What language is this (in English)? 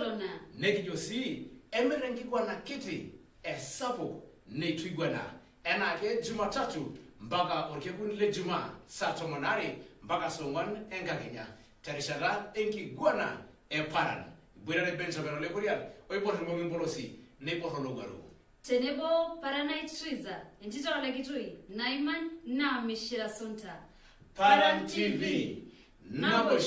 Masai